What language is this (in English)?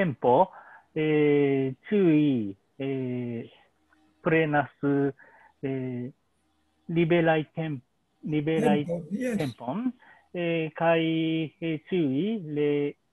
Esperanto